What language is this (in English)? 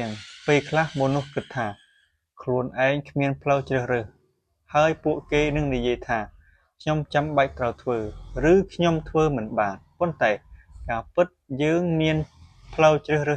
Khmer